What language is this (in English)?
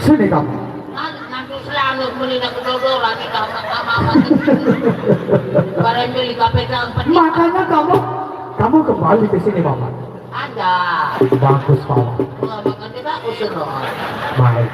Sasak